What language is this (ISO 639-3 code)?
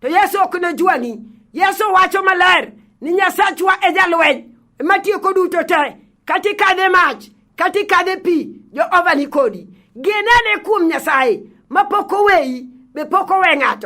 luo